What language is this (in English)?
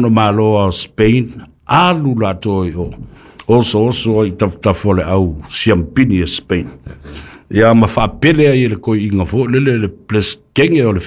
Samoan